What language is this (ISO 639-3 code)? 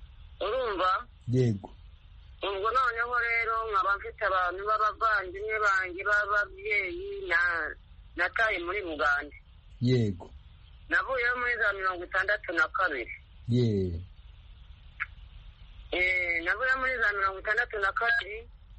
kin